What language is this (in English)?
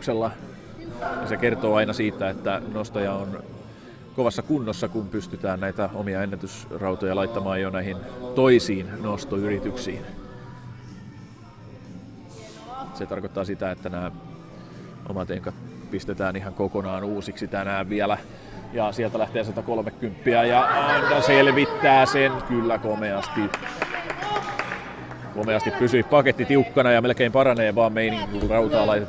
Finnish